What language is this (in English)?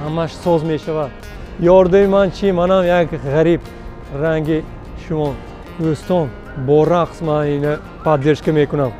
Tajik